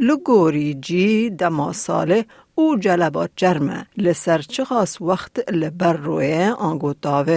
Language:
Kurdish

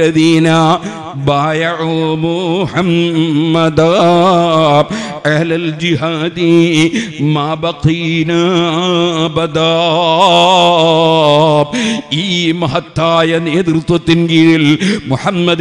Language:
Malayalam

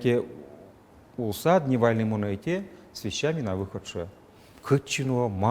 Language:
Udmurt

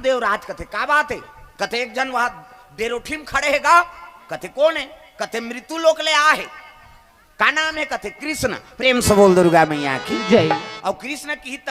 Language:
Chhattisgarhi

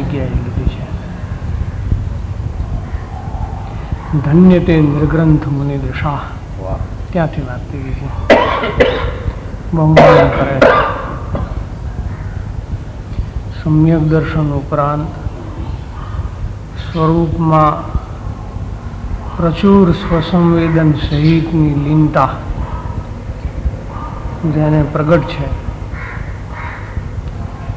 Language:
Gujarati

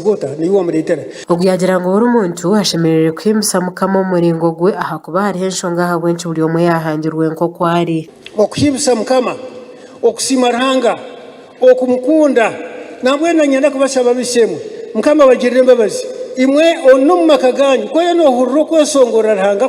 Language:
Nyankole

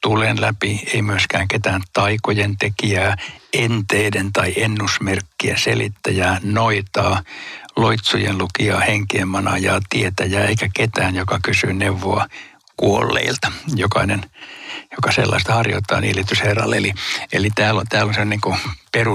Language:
Finnish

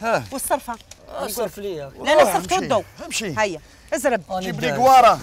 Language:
Algerian Arabic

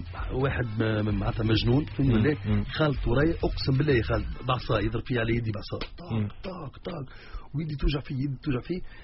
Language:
Tunisian Arabic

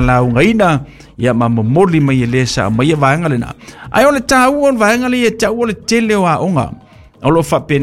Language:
Samoan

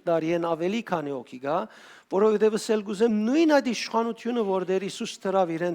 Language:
Western Armenian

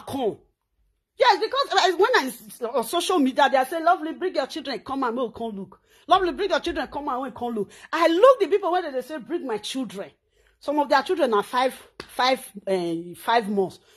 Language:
Nigerian Pidgin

